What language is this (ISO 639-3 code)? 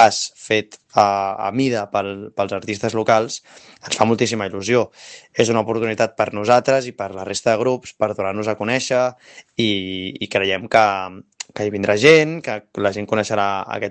cat